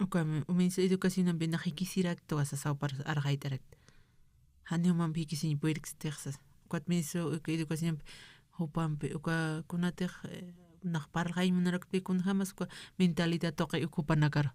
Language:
Aymara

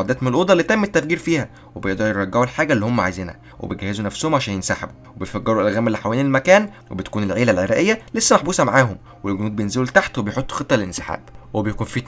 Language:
Egyptian Arabic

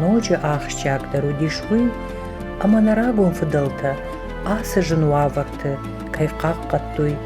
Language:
Ossetic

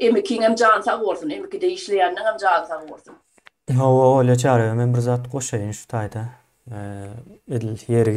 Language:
Turkmen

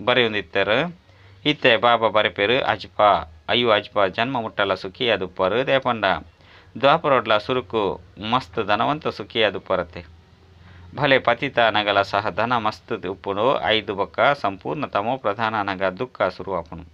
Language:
Tulu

